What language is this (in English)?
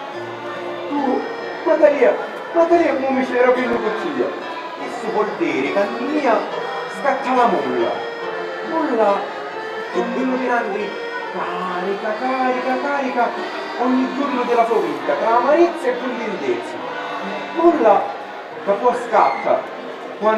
Sicilian